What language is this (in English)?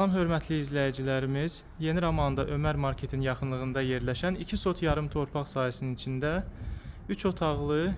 Azerbaijani